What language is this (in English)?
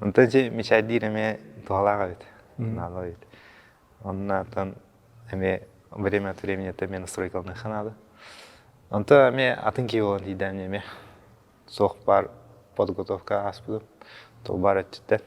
Yakut